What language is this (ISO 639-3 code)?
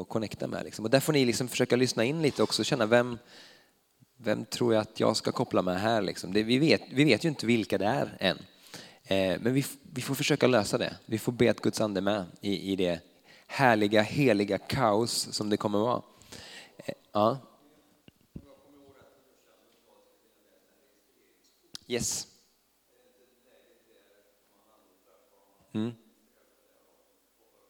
swe